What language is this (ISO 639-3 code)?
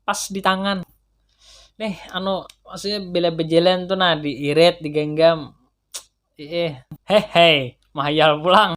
bjn